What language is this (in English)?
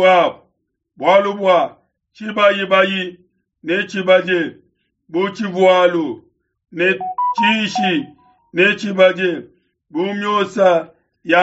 Luba-Lulua